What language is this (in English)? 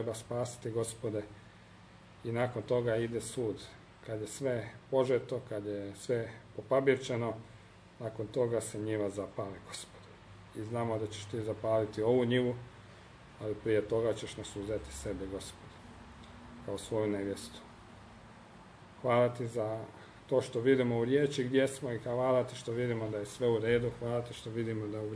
Croatian